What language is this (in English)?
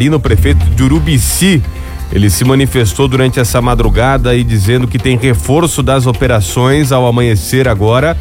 Portuguese